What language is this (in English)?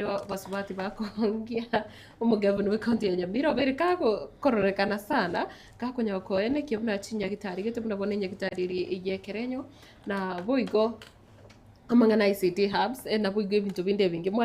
Gusii